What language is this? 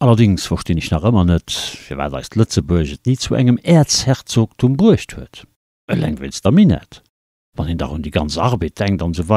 Luxembourgish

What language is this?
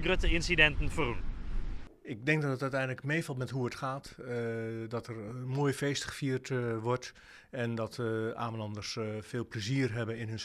Western Frisian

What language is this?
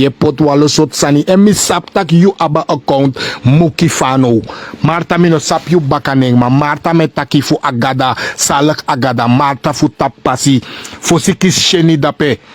Sranan Tongo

